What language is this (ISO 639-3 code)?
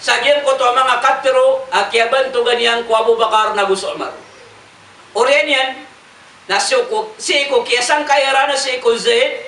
mrw